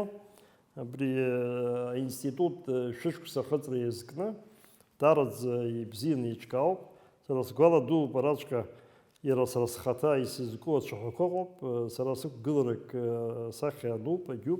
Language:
Abkhazian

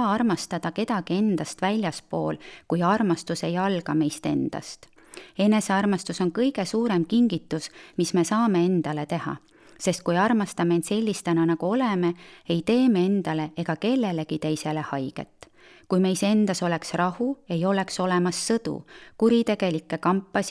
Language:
Estonian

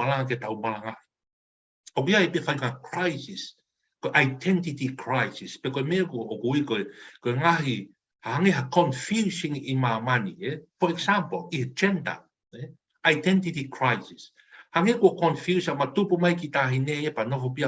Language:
Tongan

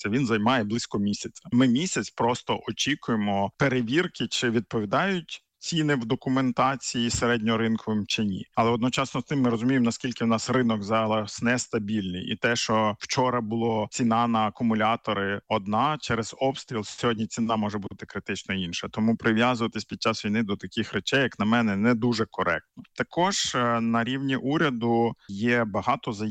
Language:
Ukrainian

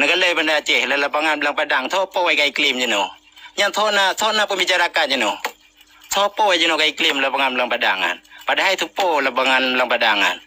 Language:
Achinese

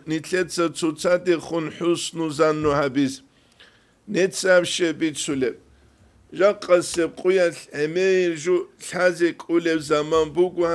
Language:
Avaric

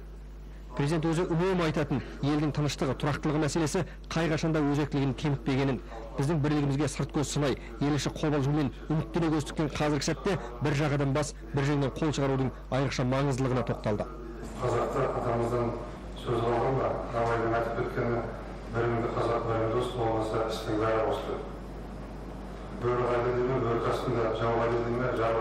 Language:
Kazakh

